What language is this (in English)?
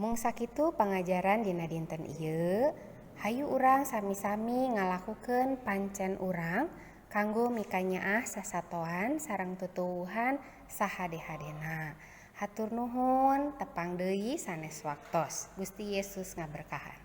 Sundanese